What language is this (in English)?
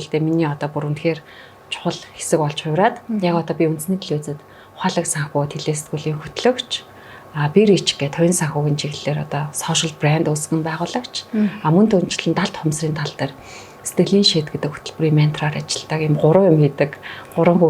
Mongolian